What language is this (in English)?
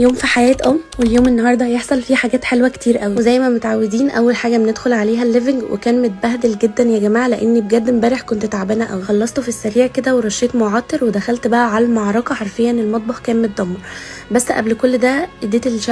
Egyptian Arabic